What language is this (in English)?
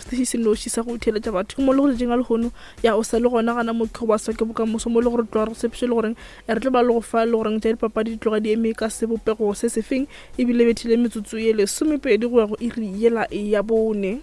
Northern Sotho